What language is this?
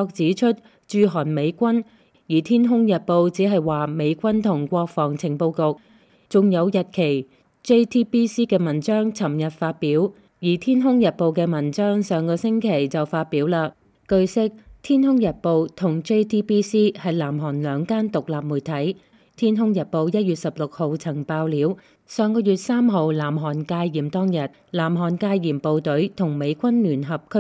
Cantonese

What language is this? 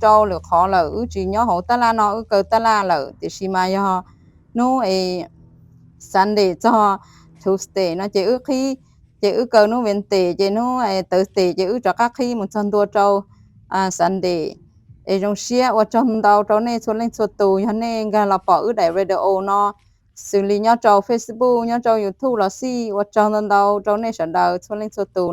Hmong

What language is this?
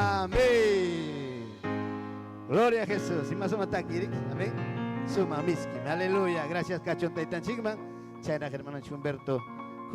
Ayacucho Quechua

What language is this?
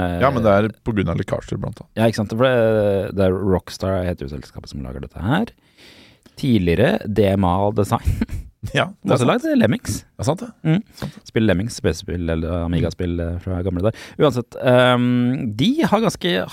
Norwegian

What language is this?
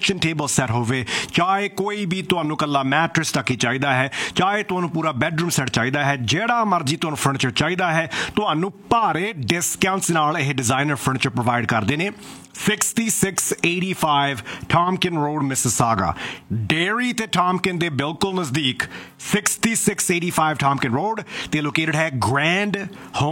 Punjabi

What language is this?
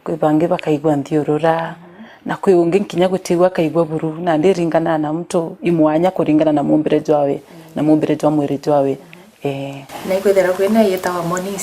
Meru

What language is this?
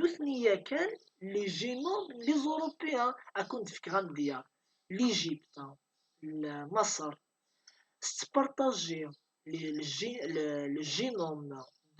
Kabyle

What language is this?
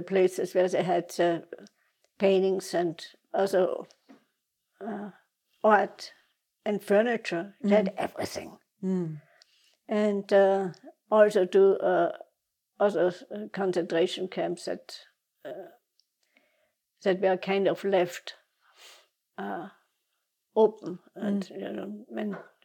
English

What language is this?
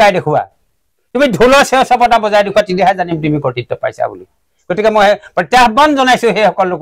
Assamese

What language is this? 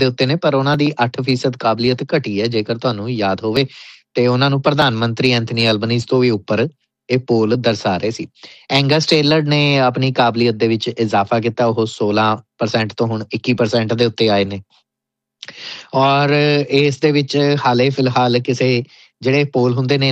Punjabi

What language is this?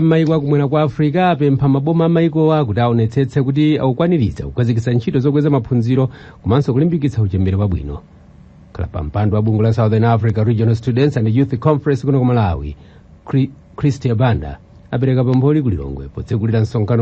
Nyanja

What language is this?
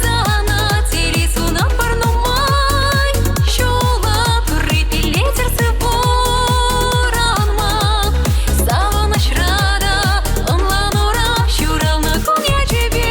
Chuvash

